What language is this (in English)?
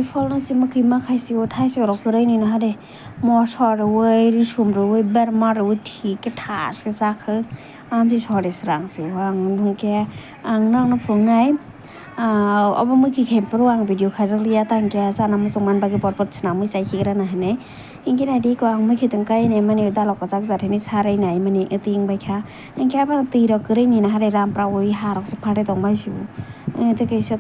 Kok Borok